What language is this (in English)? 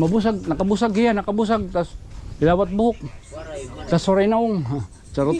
Waray